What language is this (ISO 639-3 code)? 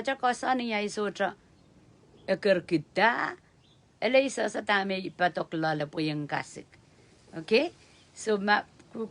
pon